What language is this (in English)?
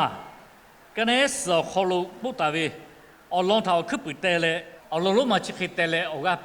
Lahu